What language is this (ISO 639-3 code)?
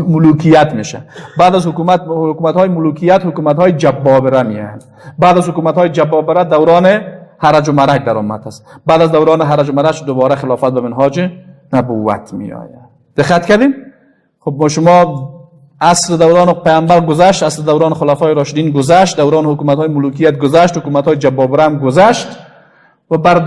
fas